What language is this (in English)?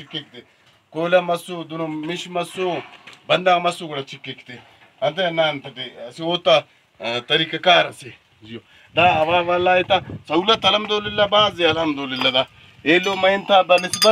Brahui